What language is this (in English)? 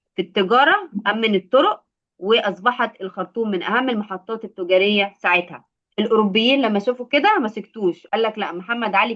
Egyptian Arabic